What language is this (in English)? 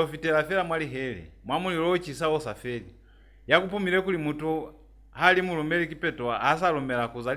Lozi